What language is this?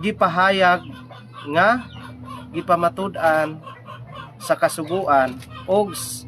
Cebuano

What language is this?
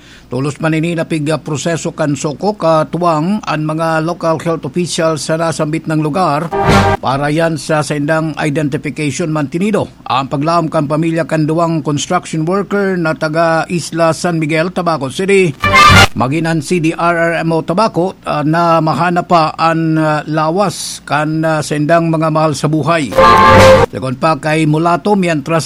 Bikol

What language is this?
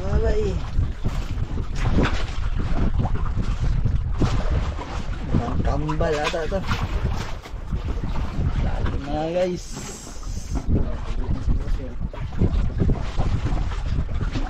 Filipino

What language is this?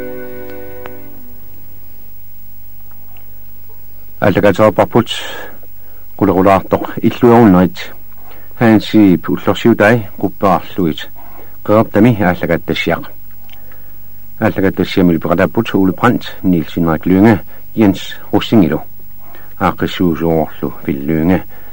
Kalaallisut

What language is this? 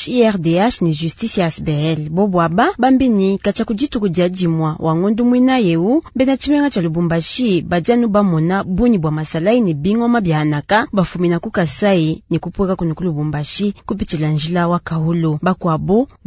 Luba-Lulua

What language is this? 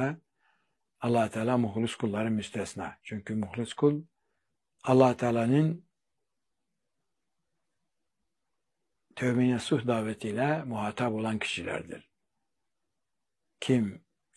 Turkish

